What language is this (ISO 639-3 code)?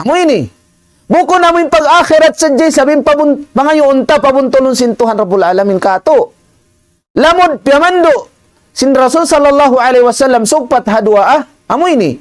tsg